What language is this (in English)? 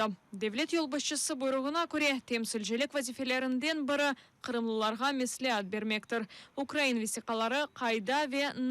Crimean Tatar